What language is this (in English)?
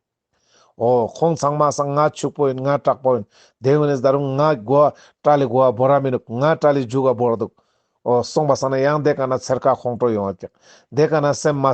Ladakhi